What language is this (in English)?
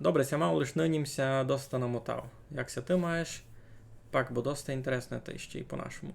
Rusyn